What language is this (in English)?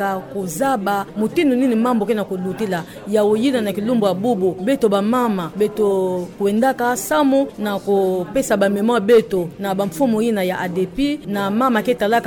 Kituba (Democratic Republic of Congo)